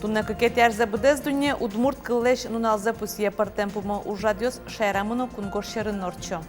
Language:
Udmurt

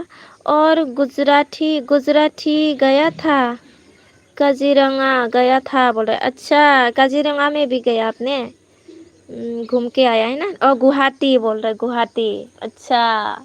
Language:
Bodo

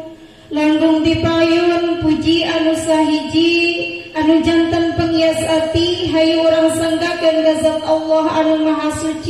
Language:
Sundanese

